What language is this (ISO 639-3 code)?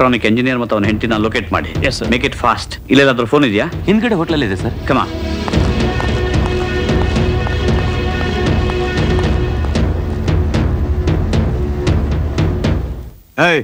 kan